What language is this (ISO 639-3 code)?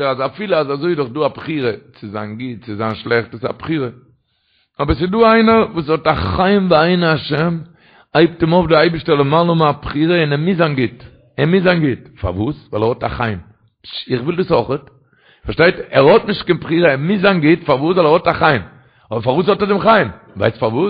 yid